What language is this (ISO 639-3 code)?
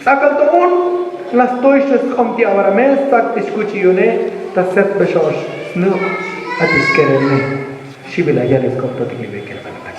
tzo